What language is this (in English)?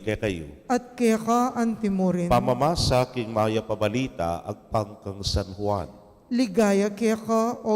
Pampanga